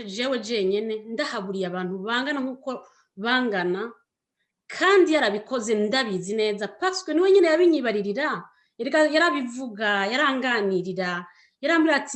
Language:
Rundi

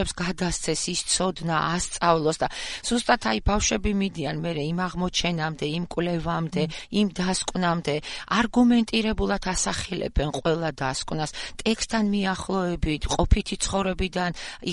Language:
Georgian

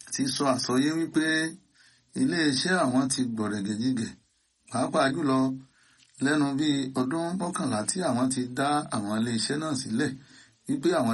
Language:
Yoruba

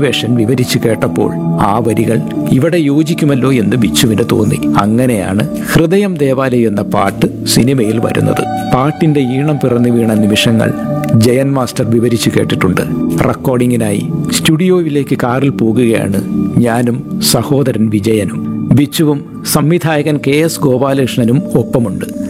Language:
Malayalam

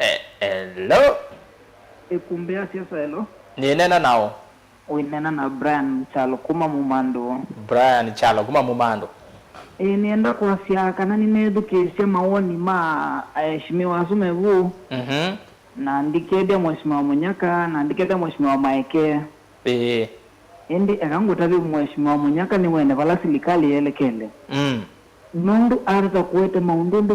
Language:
Kamba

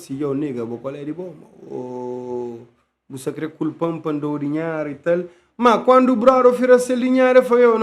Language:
Kabuverdianu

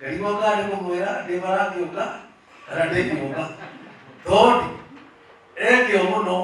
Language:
Kikuyu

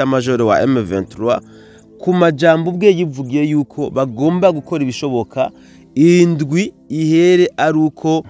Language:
Rundi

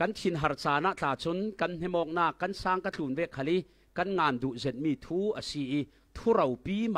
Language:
Falam Chin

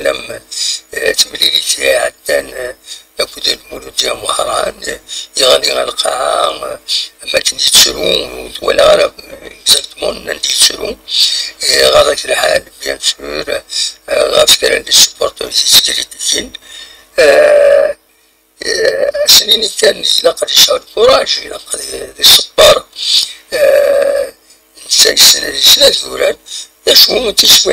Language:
Kabyle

